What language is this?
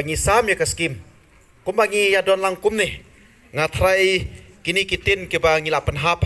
Khasi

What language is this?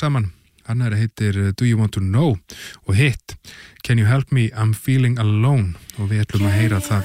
Icelandic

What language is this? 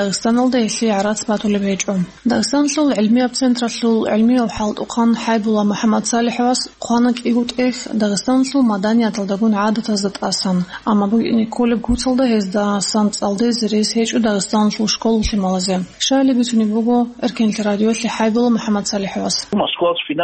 Avaric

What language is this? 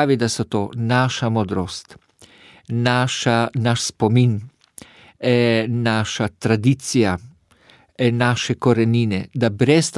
Slovenian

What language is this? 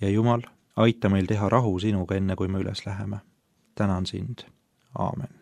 Estonian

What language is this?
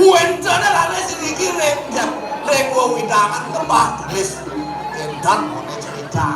Balinese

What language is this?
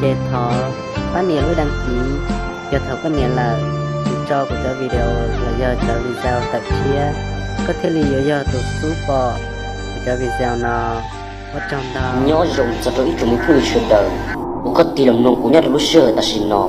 Hmong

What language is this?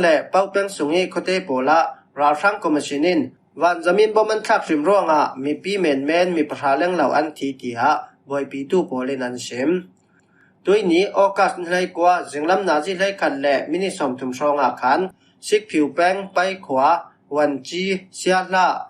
Falam Chin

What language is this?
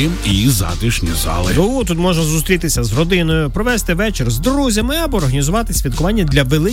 Ukrainian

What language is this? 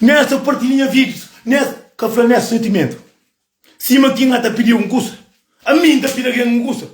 Kabuverdianu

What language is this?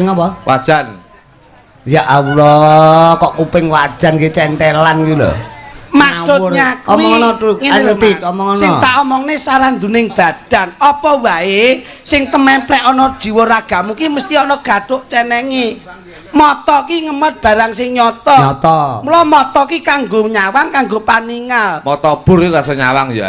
Javanese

